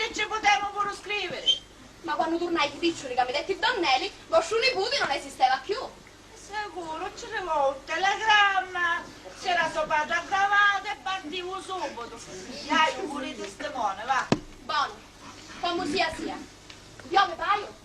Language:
Sicilian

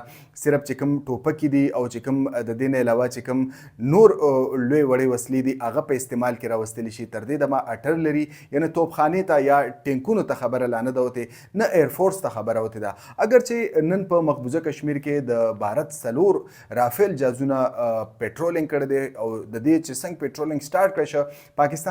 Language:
Pashto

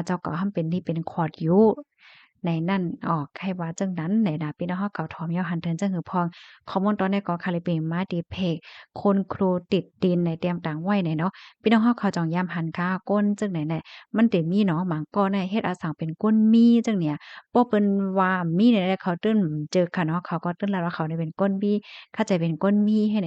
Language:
Shan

